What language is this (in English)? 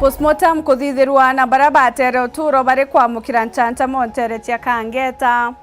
Meru